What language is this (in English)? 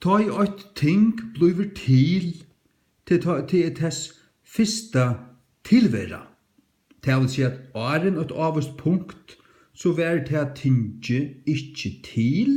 Faroese